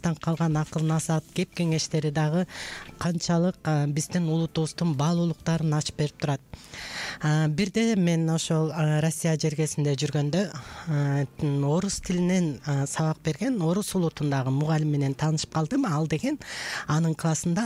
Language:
Kyrgyz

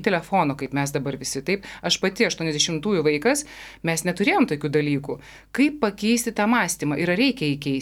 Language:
Lithuanian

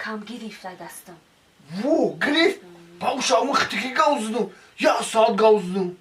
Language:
Tajik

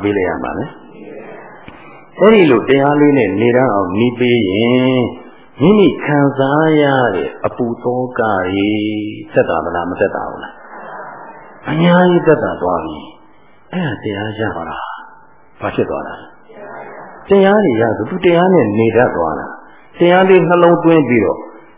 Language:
Burmese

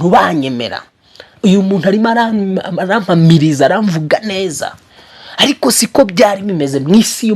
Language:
Kinyarwanda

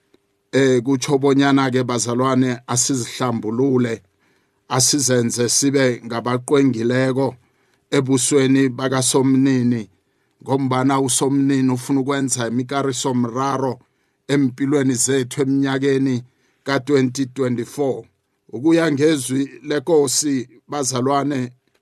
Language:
South Ndebele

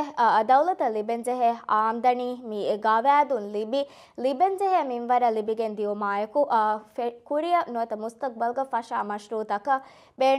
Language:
Divehi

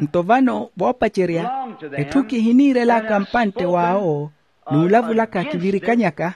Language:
Makhuwa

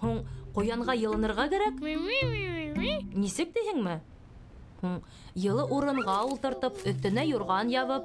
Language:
Bashkir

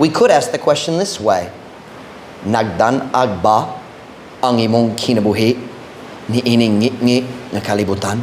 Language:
Cebuano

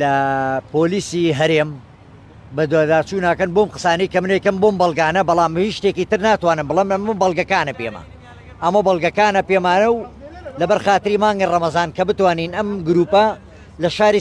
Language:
Central Kurdish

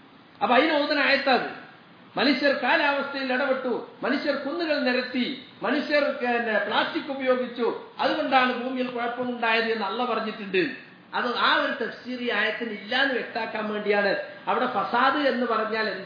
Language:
Malayalam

